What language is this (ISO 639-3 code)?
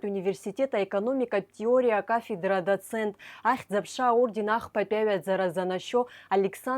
abk